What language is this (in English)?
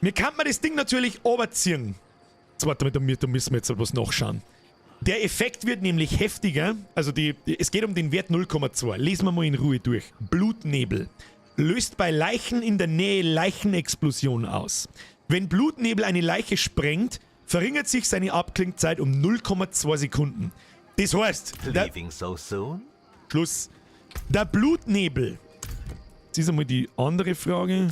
Bavarian